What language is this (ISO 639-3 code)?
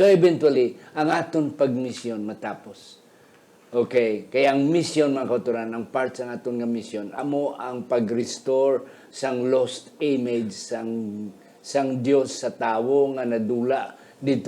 hil